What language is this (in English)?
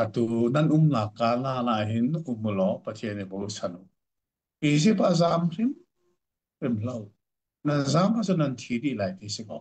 Hakha Chin